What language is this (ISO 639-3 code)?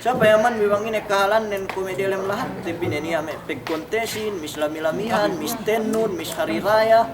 yka